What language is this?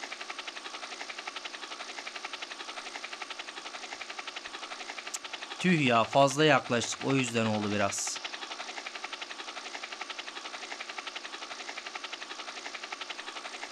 Turkish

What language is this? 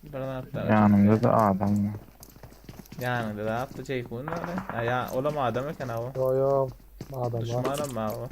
Turkmen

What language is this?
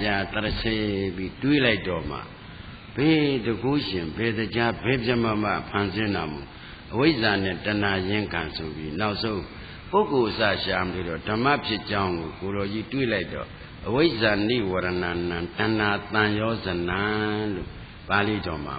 Burmese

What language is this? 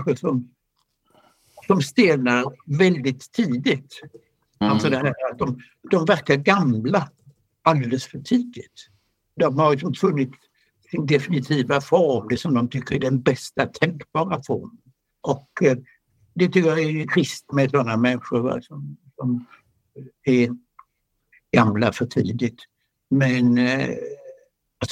Swedish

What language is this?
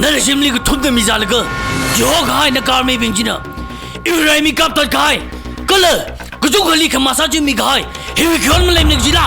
Tangkhul Naga (India)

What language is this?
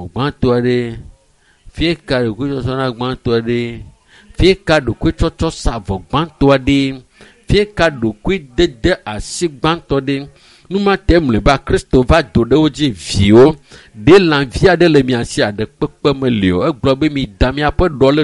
Ewe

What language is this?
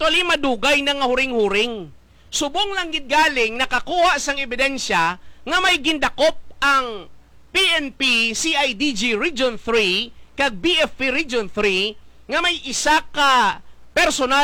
Hiligaynon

